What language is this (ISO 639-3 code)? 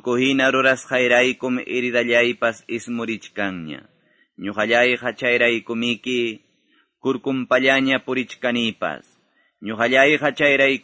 que